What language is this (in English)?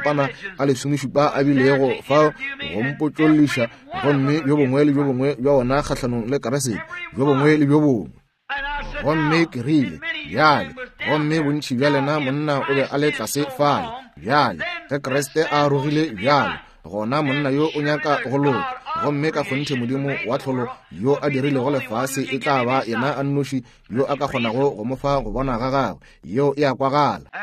Northern Sotho